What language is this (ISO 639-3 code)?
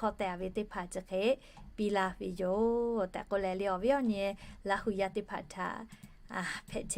lhu